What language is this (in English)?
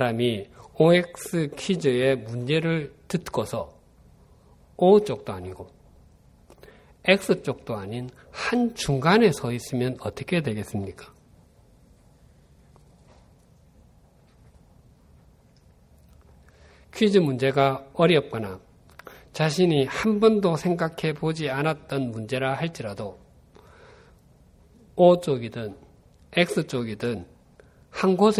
Korean